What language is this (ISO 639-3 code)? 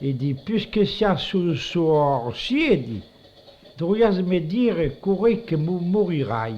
oci